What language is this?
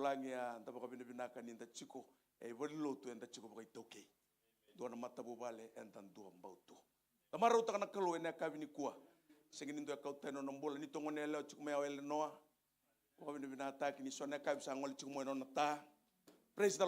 Fijian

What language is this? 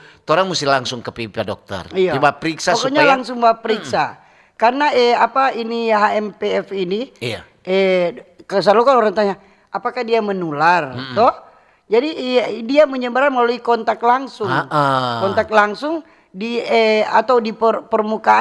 Manado Malay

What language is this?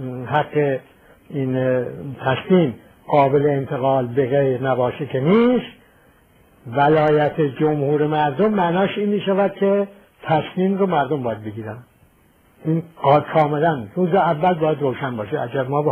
Persian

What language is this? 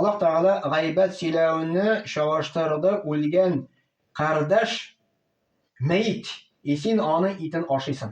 Tatar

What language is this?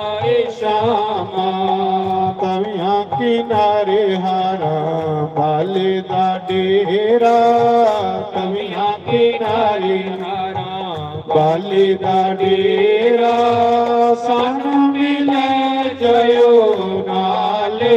Dogri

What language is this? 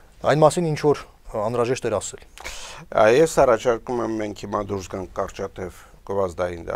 Armenian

